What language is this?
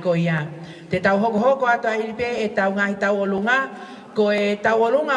Tongan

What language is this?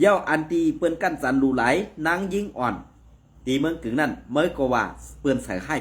Shan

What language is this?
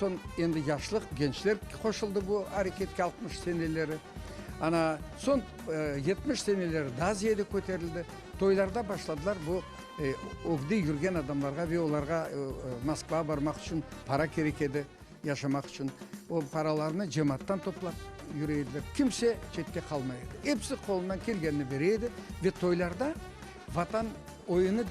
Crimean Tatar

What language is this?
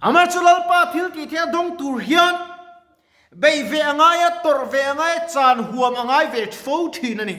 Mizo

